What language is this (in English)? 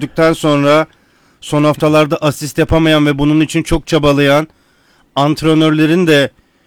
Turkish